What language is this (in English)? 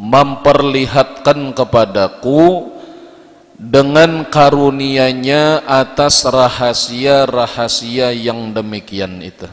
Banjar